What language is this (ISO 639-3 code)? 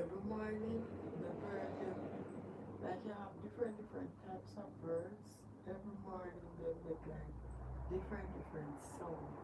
jam